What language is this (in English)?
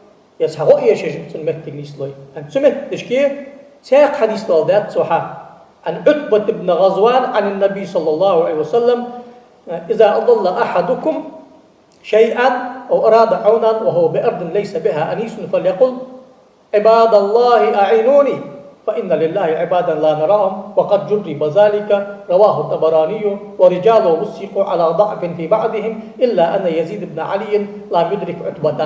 Ingush